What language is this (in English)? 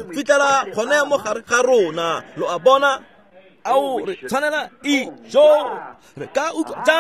Tswana